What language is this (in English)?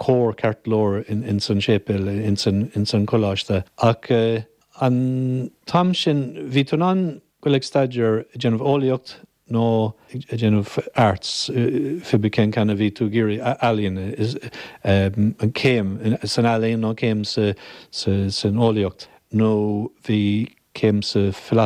Irish